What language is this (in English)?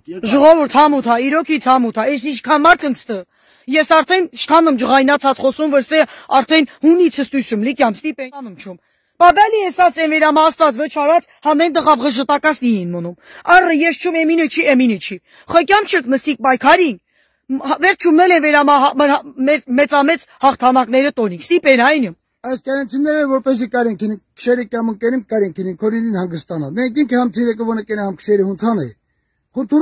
Armenian